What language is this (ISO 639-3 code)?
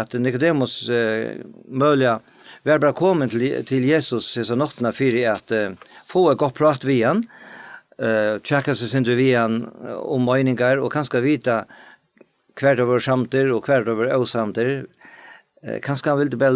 fao